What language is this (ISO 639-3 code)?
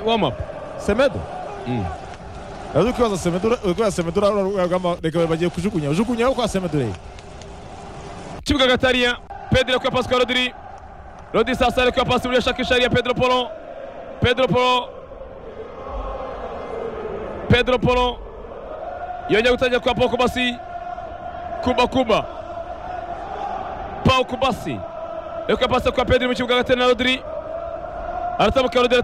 kin